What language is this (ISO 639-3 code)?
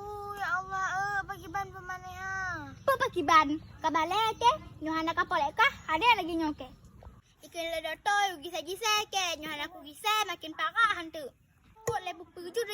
ace